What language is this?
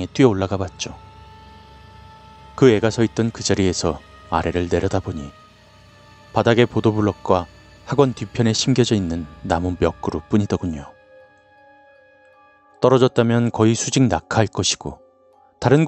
Korean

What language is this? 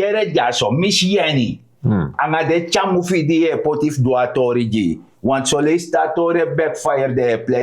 Sranan Tongo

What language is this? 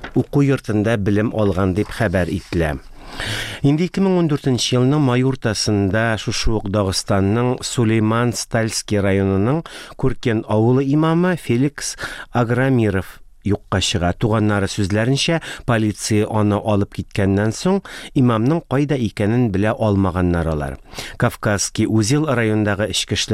Tatar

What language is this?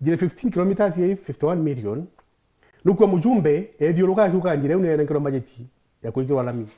Meru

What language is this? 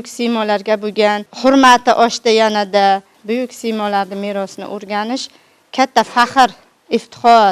Uzbek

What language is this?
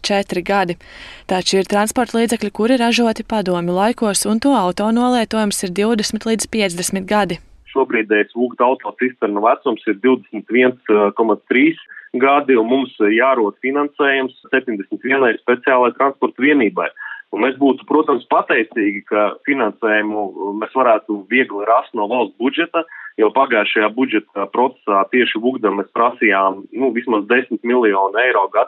Latvian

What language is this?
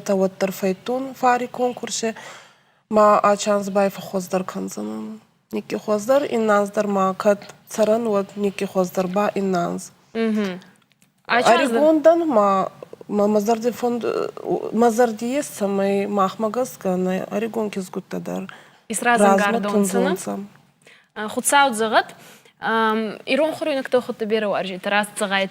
Ossetic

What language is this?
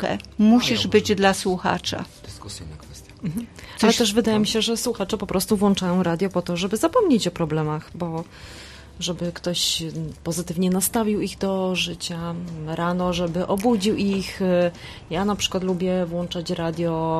Polish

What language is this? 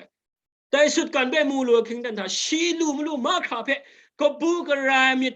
Kachin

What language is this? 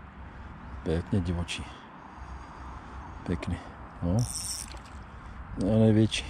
Czech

